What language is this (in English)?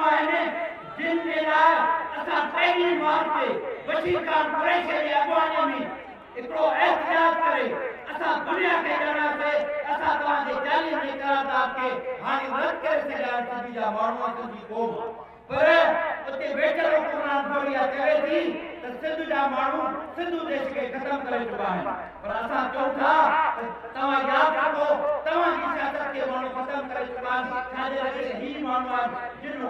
Sindhi